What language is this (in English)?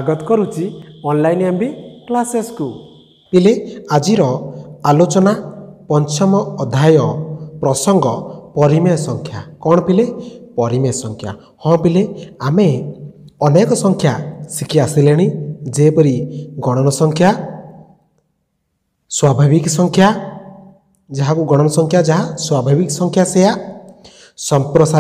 Odia